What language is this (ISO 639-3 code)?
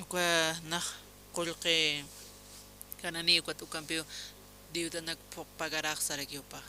aym